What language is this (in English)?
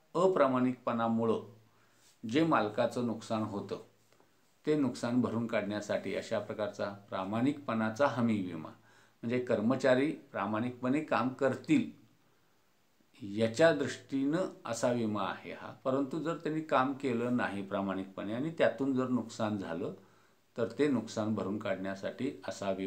Marathi